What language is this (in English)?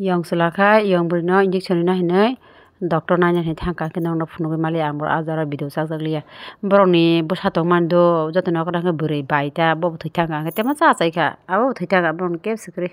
Kok Borok